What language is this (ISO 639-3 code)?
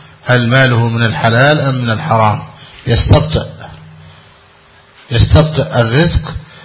ara